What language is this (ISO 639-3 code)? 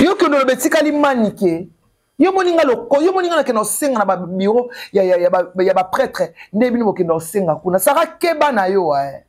lin